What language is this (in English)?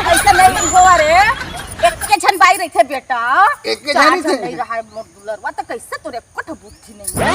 Chhattisgarhi